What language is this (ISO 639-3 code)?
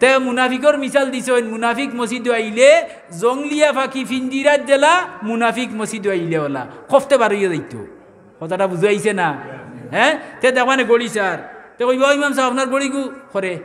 syl